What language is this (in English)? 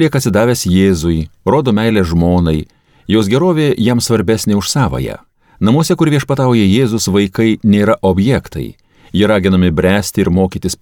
Lithuanian